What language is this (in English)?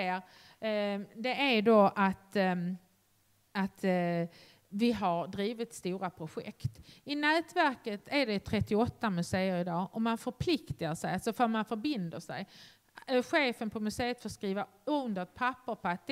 Swedish